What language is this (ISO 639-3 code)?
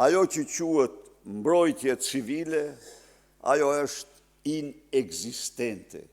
sqi